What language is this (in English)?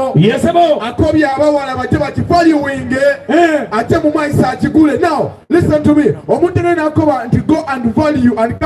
Soga